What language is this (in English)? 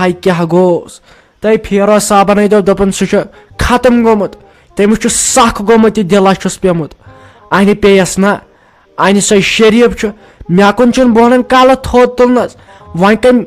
Kashmiri